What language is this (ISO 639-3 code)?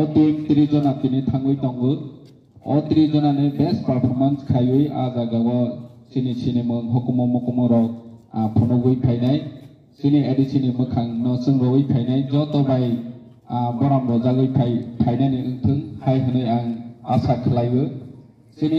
trp